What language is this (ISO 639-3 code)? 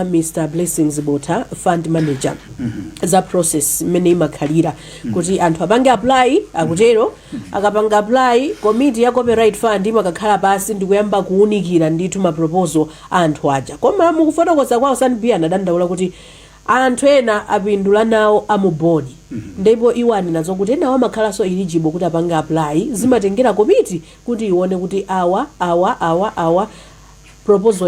nya